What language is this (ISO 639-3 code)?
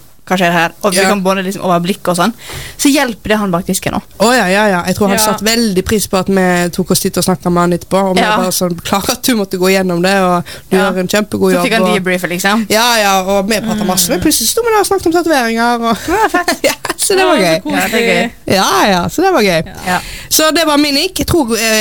nor